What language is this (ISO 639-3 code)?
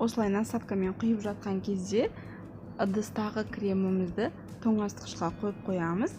kaz